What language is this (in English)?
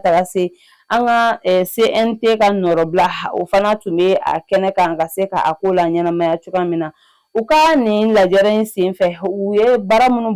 Bambara